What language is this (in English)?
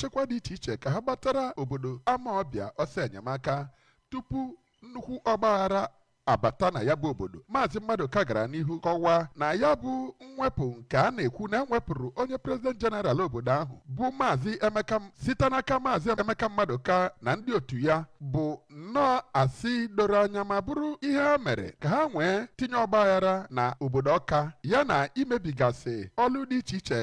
Igbo